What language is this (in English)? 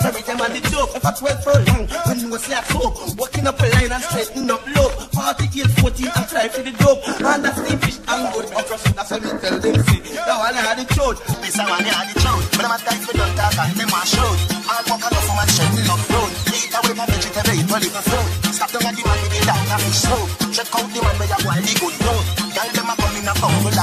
Jamaican Creole English